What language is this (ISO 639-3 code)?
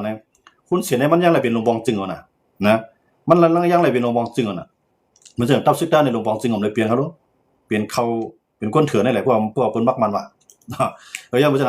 shn